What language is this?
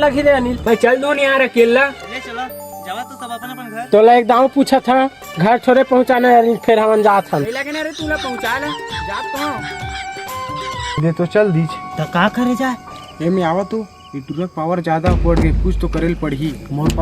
Chhattisgarhi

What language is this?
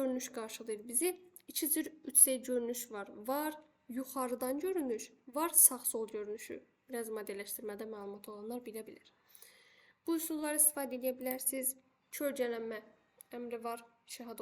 Azerbaijani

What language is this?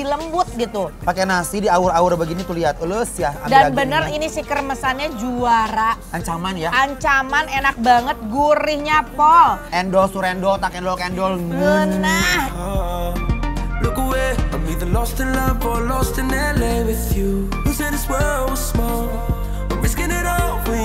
Indonesian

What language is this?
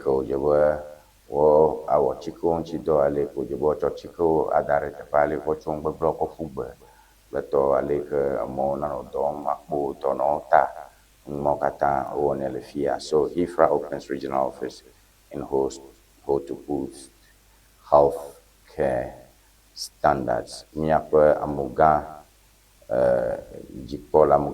Ewe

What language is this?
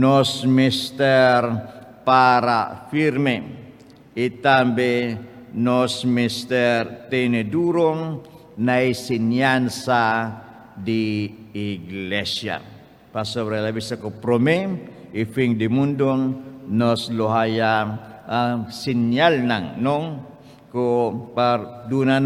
Papiamento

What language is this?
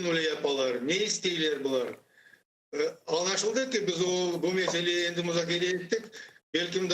Crimean Tatar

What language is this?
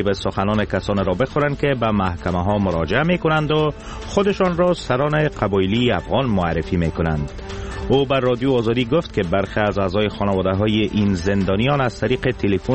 Persian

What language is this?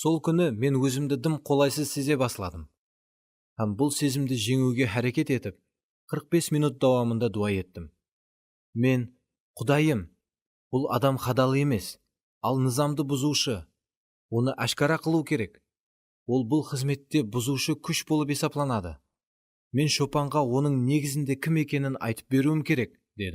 Kara-Kalpak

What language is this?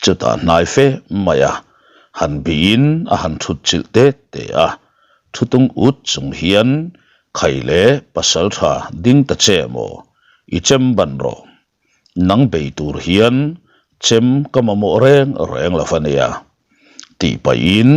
Mizo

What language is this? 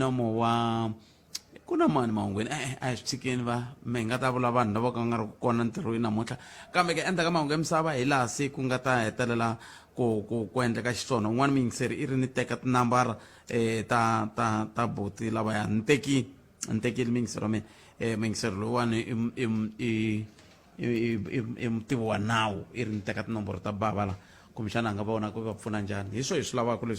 Tsonga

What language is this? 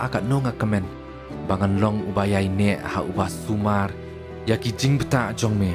Khasi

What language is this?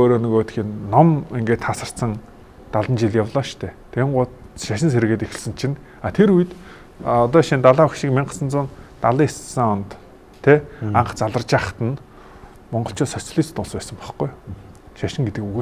Mongolian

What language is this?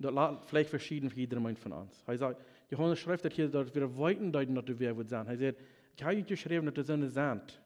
Plautdietsch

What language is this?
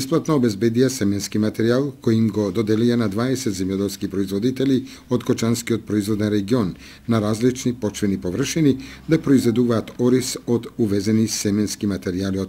Macedonian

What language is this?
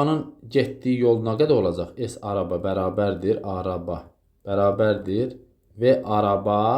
Azerbaijani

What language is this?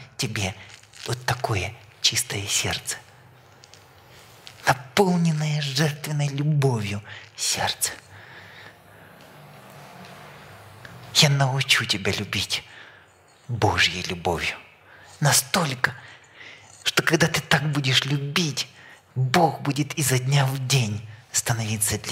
Russian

